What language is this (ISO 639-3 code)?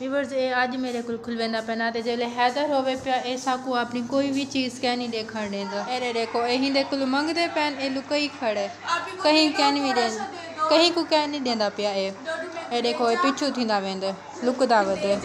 skr